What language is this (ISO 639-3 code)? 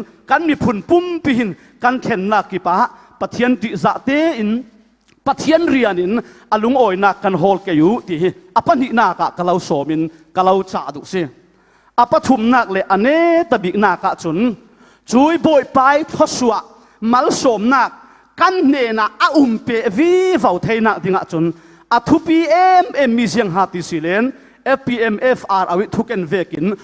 cfm